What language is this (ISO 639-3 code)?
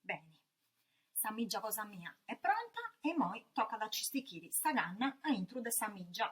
srd